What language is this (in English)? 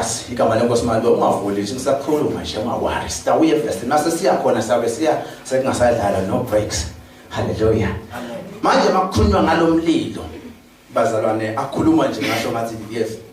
Zulu